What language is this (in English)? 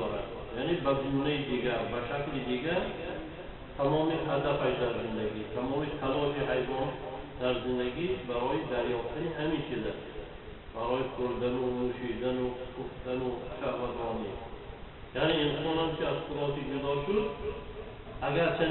Tajik